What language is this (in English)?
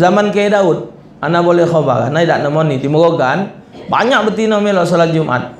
Musi